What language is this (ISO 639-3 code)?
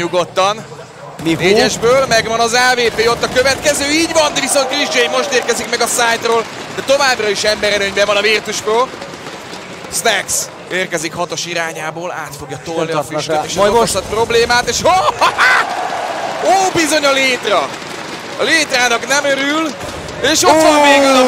hun